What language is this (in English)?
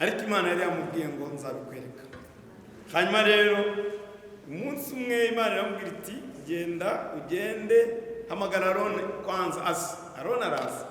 Kinyarwanda